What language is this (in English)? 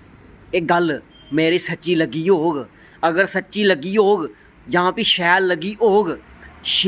Dogri